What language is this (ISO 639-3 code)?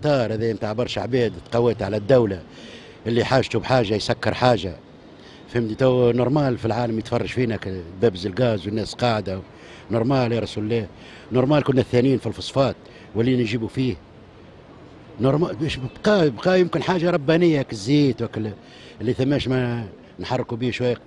aeb